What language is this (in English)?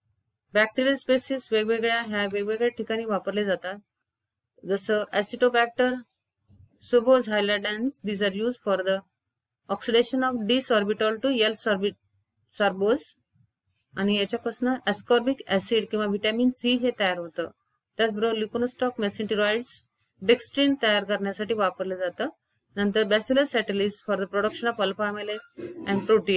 Marathi